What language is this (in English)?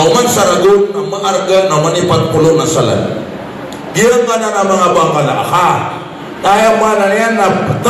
Maranao